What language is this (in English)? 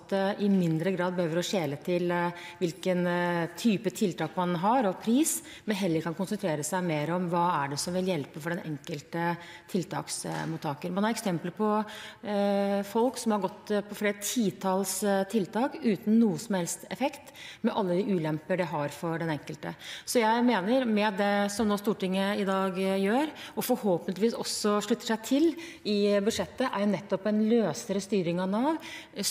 Norwegian